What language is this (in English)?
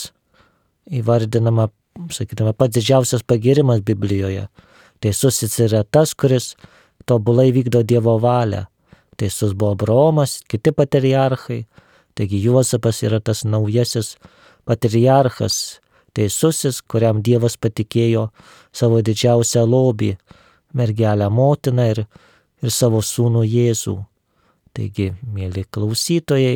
Lithuanian